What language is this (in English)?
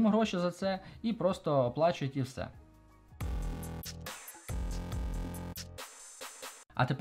Ukrainian